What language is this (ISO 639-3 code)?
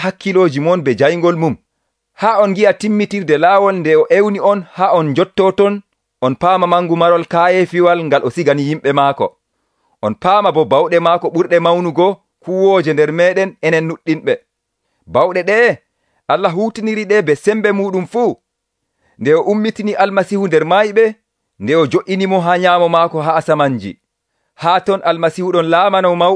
fuv